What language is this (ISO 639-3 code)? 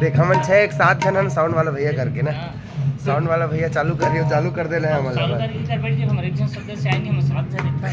hne